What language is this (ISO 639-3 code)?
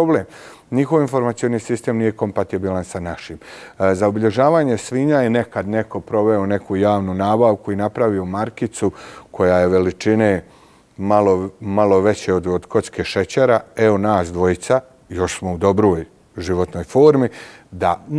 bos